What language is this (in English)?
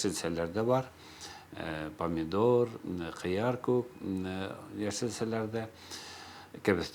Bashkir